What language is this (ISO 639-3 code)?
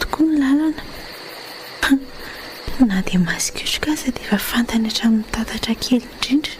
mlg